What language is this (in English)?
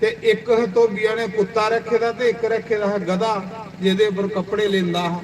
Dogri